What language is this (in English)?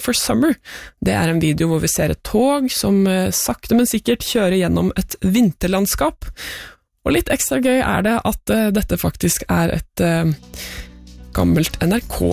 Norwegian